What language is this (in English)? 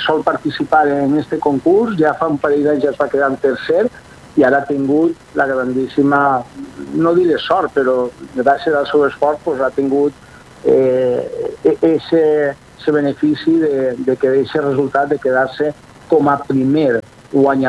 Catalan